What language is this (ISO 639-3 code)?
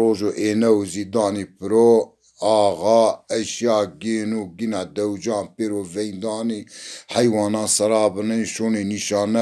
zza